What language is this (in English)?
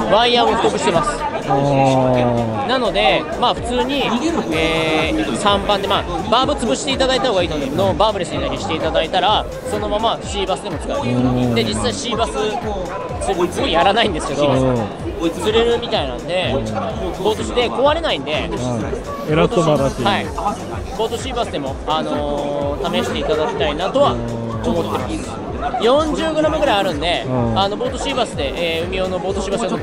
Japanese